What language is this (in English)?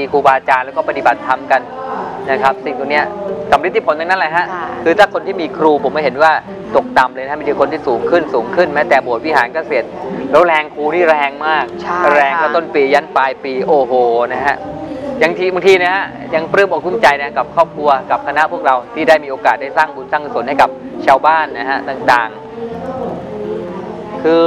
Thai